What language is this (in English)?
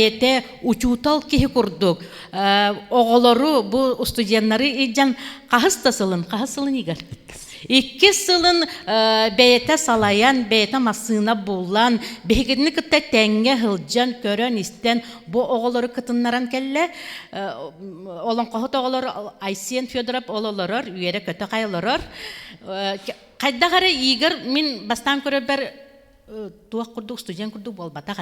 Yakut